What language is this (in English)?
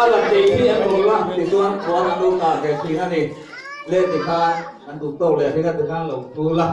Mizo